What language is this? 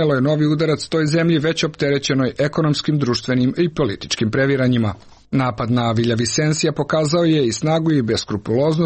Serbian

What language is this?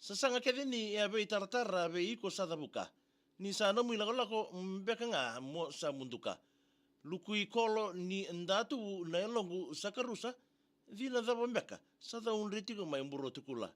Fijian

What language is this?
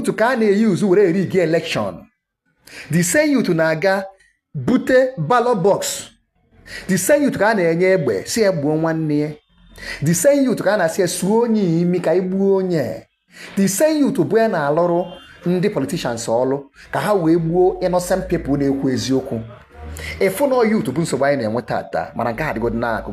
Igbo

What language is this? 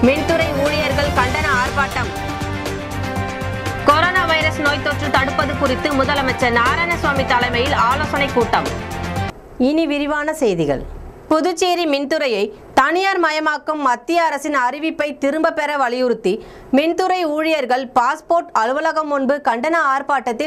Tamil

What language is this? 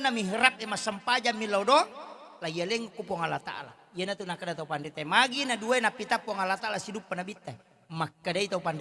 Buginese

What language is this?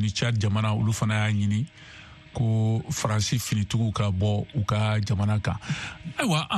Bambara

